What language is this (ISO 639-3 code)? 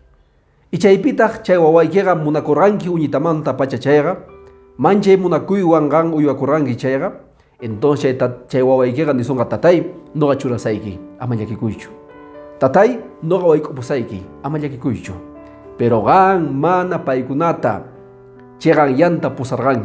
que